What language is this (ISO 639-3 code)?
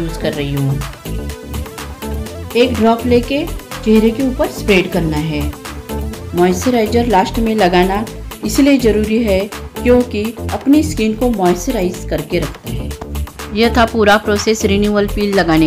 hin